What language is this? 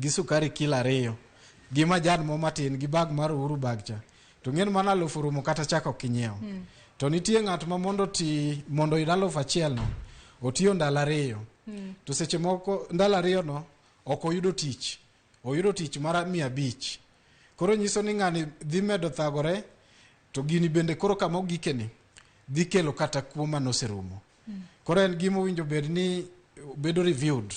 Luo (Kenya and Tanzania)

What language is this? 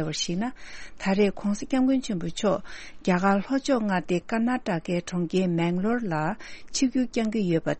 Tibetan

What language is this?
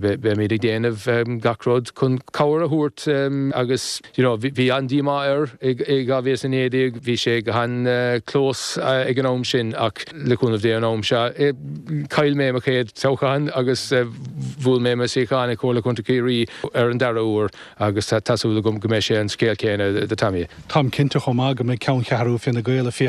Irish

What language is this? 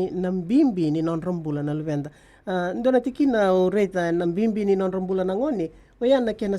Fijian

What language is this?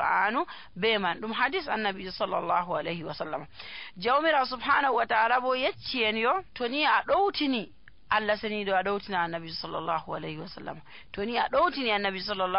Nigerian Fulfulde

